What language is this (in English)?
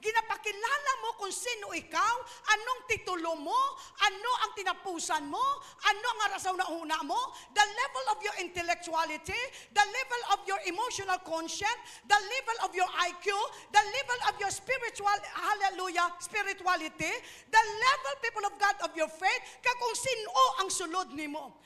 Hiligaynon